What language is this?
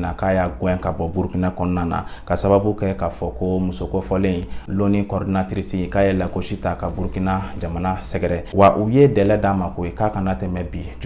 Bambara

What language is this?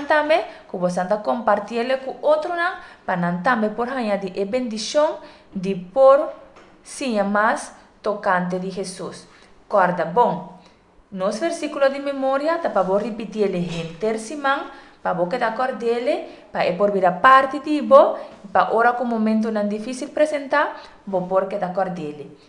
Papiamento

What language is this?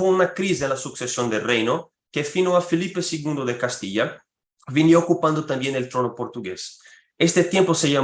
Ladino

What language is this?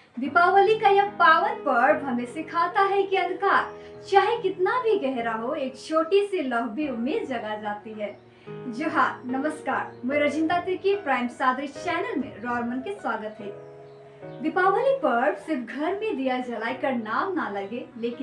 Sadri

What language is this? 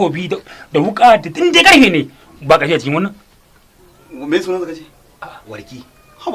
Hausa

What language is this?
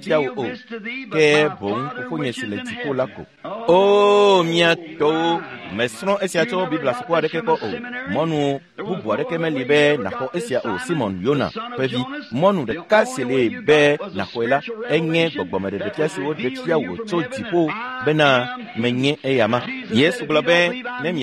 Ewe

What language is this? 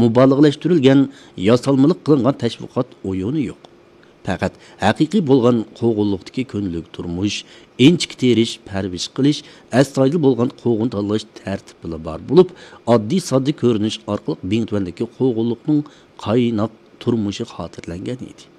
Uyghur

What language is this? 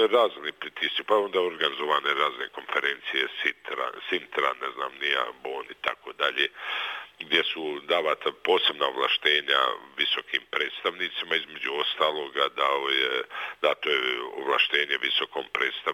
Bosnian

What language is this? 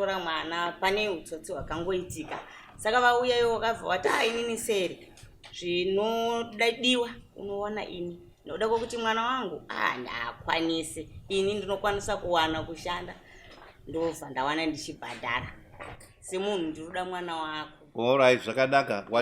Shona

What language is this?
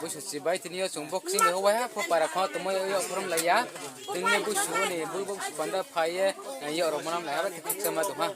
Riang (India)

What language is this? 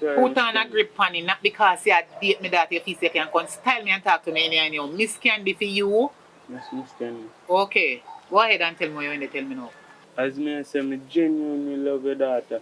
Jamaican Creole English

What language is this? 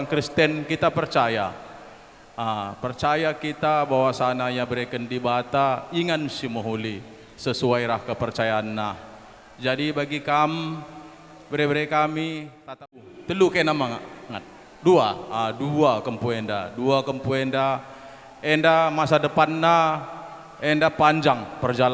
Batak Karo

